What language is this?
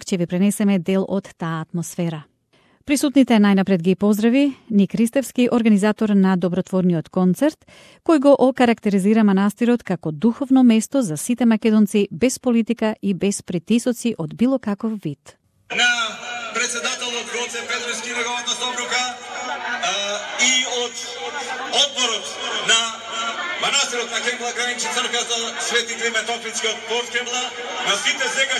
Macedonian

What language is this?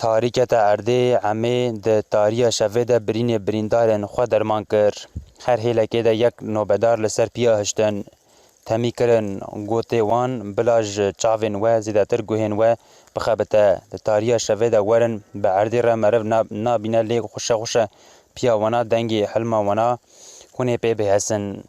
Kurdish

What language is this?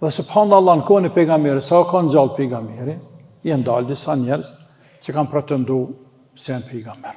Albanian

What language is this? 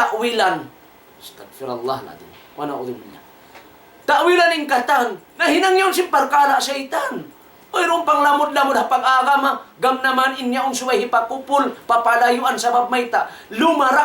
Tausug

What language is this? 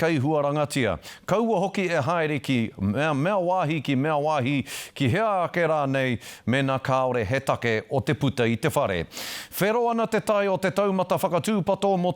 Māori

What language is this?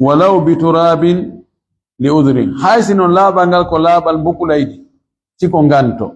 Fula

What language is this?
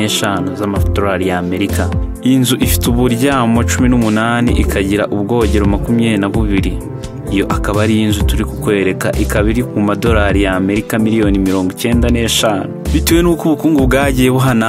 Kinyarwanda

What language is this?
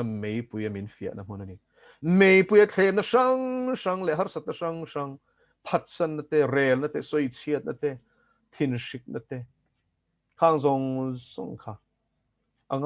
Mizo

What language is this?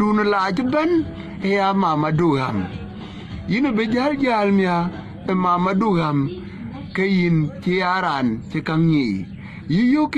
Dinka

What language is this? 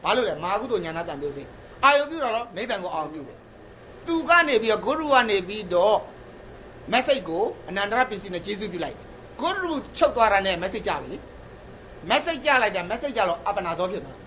Burmese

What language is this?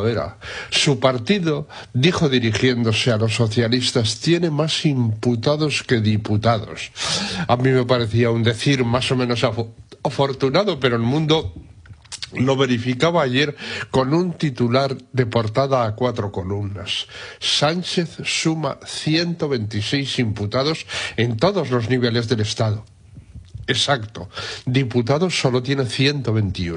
Spanish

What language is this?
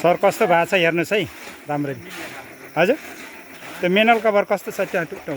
Nepali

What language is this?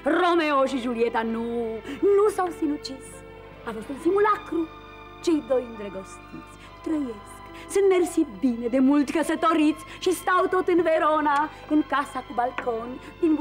Romanian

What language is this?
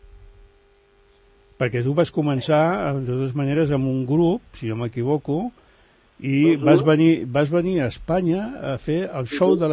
Catalan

